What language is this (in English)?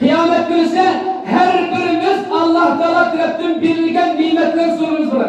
Uyghur